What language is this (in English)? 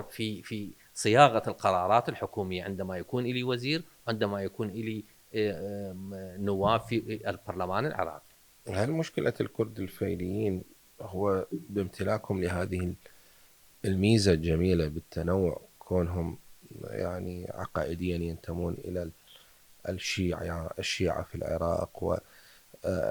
Mesopotamian Arabic